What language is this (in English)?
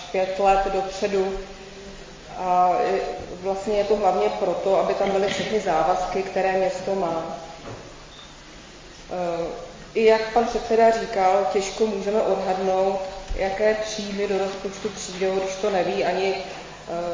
Czech